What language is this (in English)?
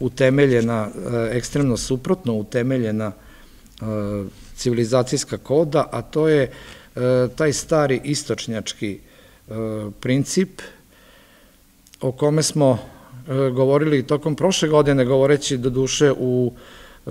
Serbian